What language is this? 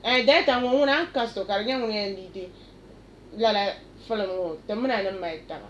Dagbani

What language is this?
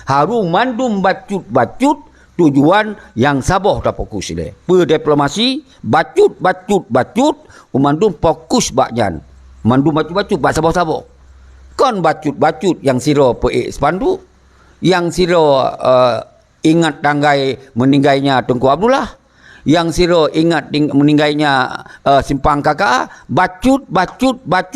Achinese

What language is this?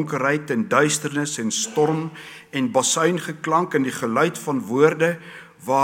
Afrikaans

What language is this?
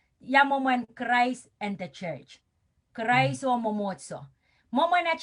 Pohnpeian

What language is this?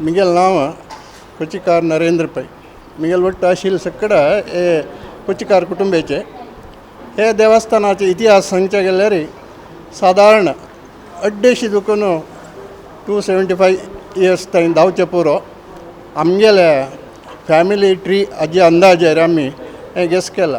Konkani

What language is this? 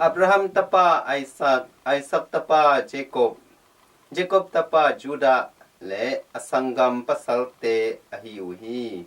Tedim Chin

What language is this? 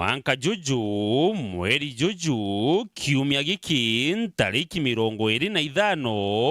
Meru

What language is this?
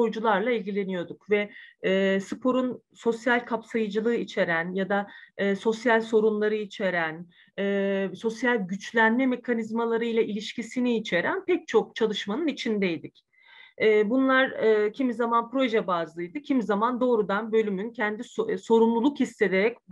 Turkish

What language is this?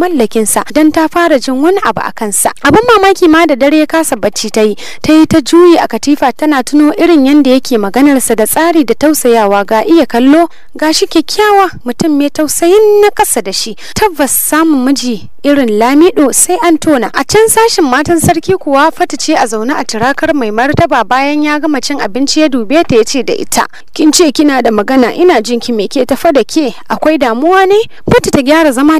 Hausa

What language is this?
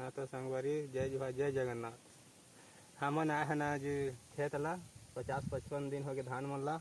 Chhattisgarhi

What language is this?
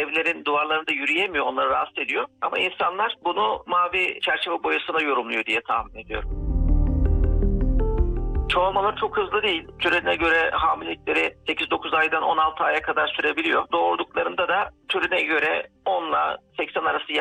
Turkish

